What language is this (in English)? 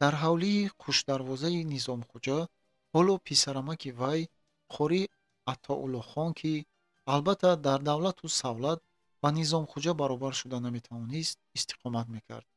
Tajik